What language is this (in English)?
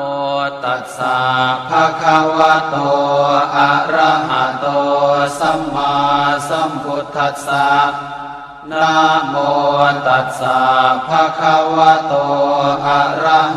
Pali